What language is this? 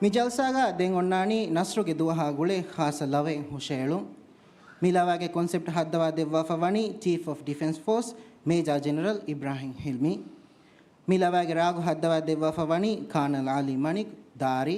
Divehi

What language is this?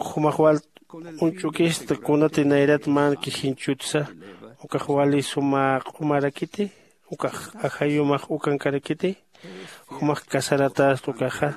Aymara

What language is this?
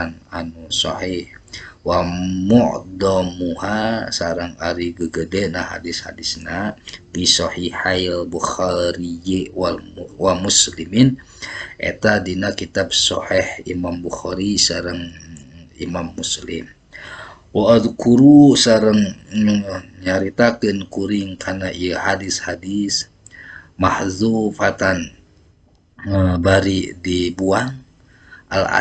Sundanese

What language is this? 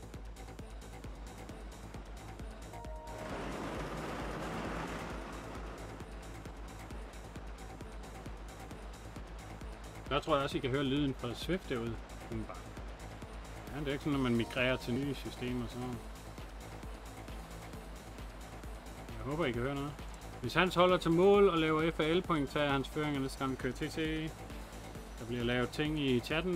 Danish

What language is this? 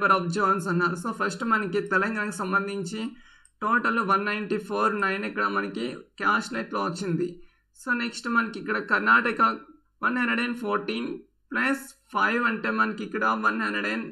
Telugu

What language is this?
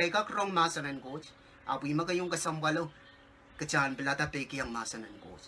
Pohnpeian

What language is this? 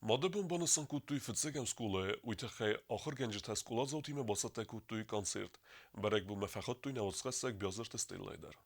Ossetic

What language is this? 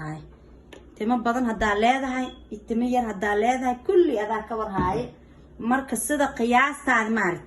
Somali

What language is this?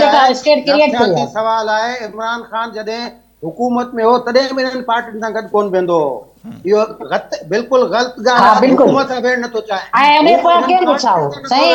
Sindhi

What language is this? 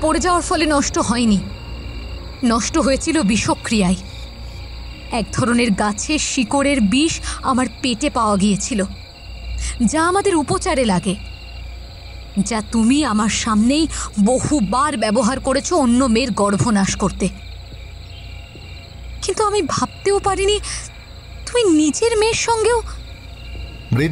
Bangla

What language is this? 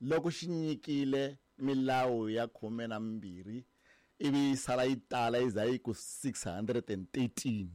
Tsonga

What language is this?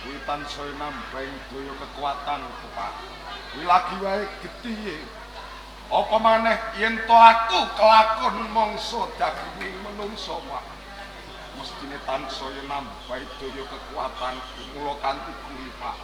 Javanese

